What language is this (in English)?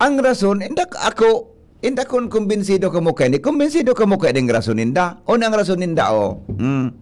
Bikol